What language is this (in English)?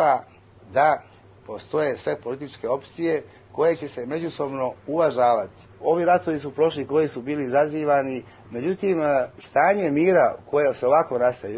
Serbian